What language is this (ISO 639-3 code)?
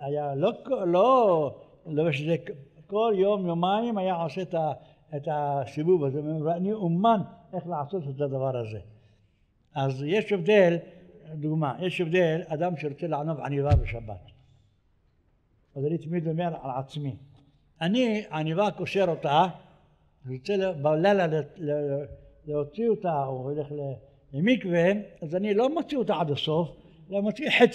heb